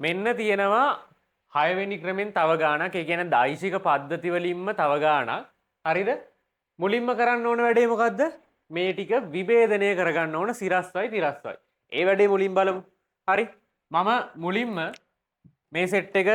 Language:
Sinhala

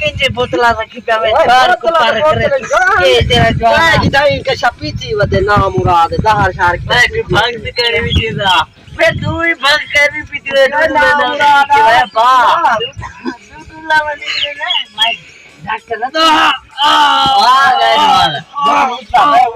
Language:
Saraiki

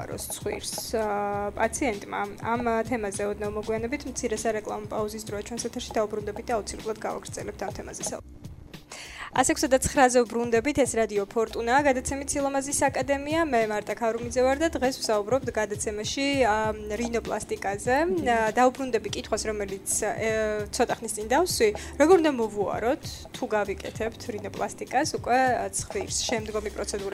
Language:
Georgian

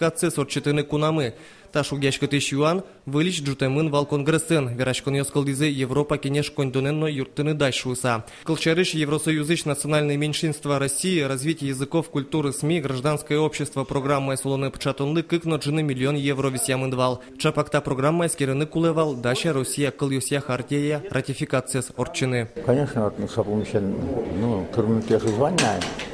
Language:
Udmurt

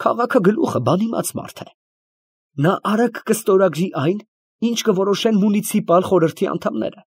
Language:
Armenian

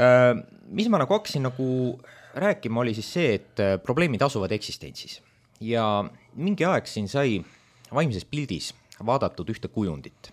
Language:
Estonian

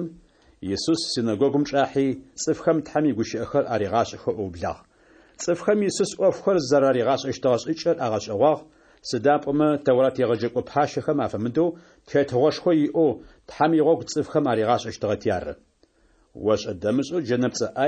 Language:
Adyghe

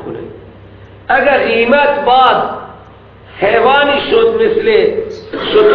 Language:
Persian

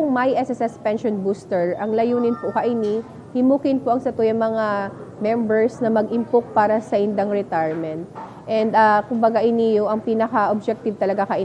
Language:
Bikol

